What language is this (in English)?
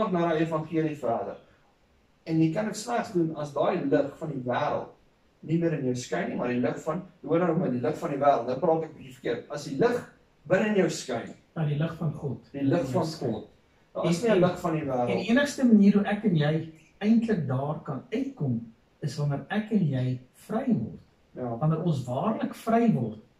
Afrikaans